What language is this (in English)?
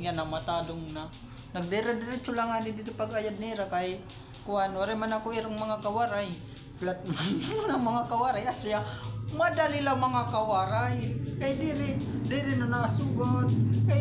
Waray